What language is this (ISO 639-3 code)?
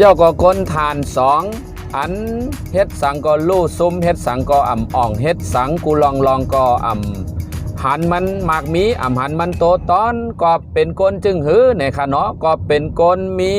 shn